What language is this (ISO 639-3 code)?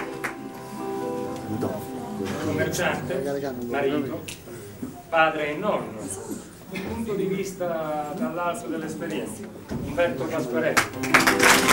ita